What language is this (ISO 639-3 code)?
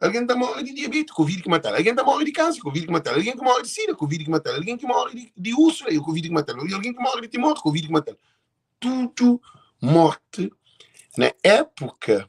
kea